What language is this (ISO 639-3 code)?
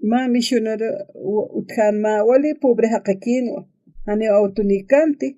aym